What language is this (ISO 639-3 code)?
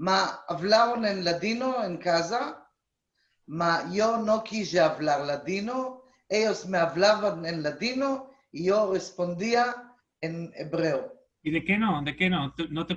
lad